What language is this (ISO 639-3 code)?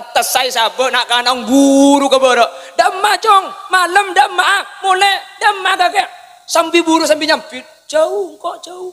mad